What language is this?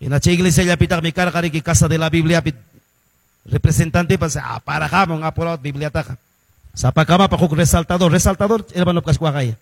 Ayacucho Quechua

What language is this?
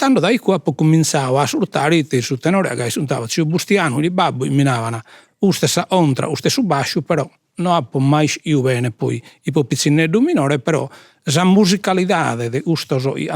Sardinian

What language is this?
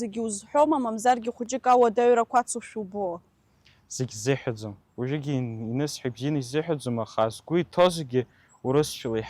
Abkhazian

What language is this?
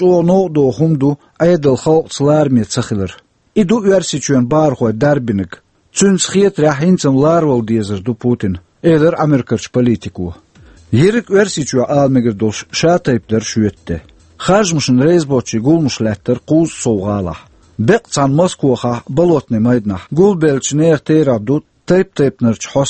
Chechen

